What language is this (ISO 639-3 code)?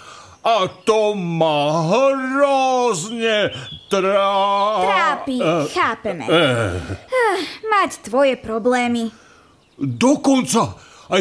slk